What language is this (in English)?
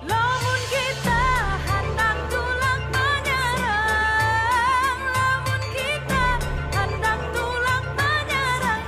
Banjar